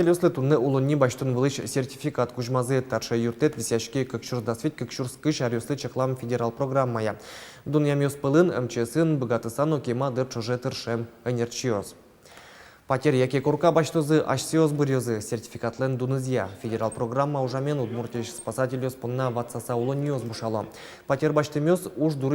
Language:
Udmurt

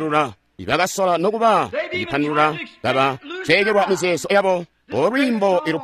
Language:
Tonga (Zambia)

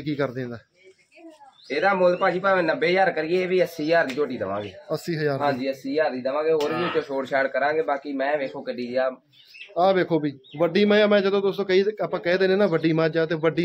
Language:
Punjabi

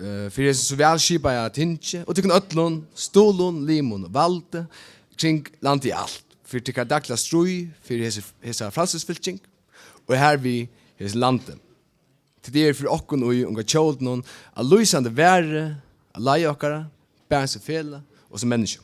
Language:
Faroese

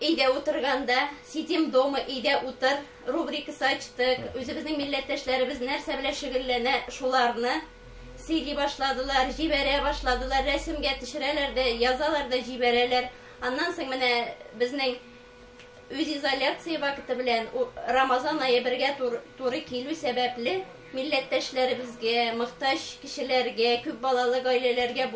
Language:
Tatar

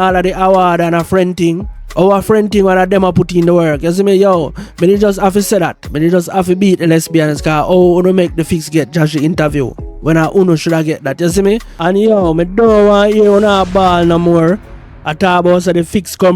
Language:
Jamaican Creole English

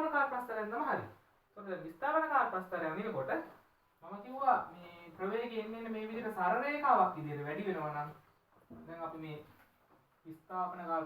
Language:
Sinhala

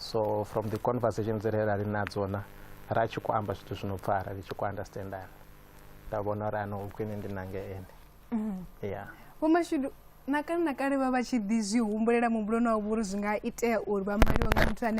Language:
Venda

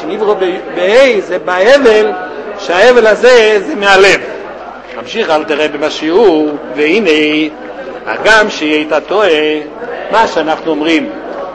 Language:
Hebrew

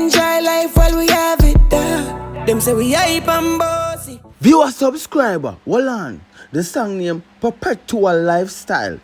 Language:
Jamaican Creole English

